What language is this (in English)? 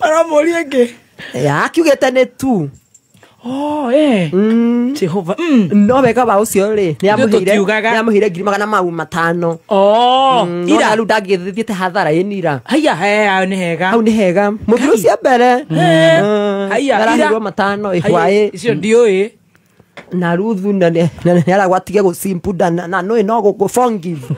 Kikuyu